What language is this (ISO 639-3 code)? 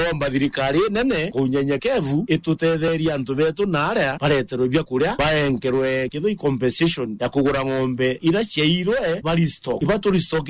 mer